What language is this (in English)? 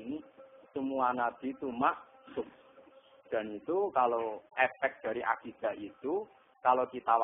Javanese